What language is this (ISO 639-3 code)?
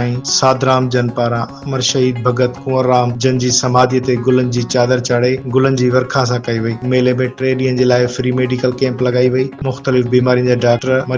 snd